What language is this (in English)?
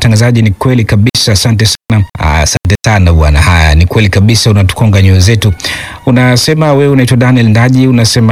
Swahili